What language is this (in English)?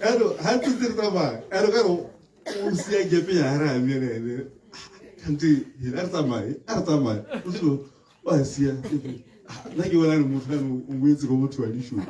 Tswana